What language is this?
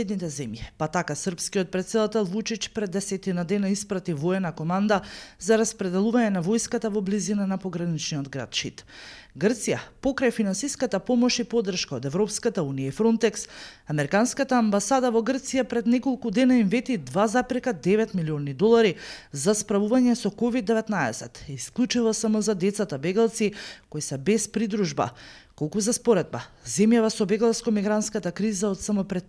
Macedonian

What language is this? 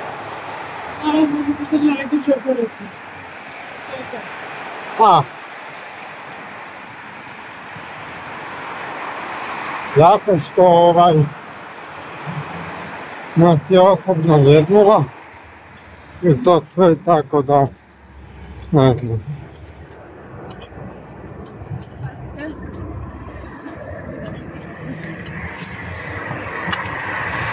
Croatian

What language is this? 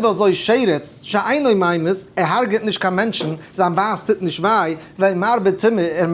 Yiddish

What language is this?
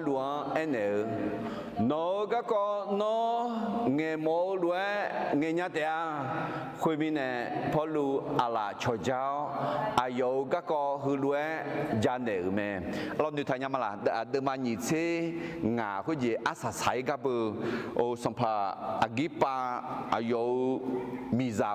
Akha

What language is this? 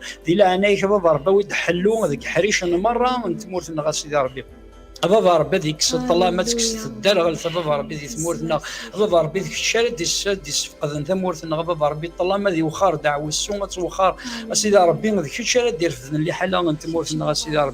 Kabyle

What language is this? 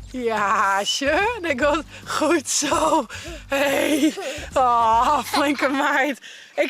Western Frisian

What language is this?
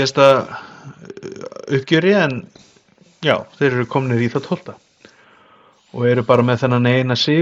Icelandic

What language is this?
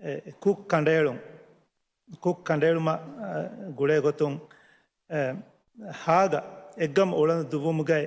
Divehi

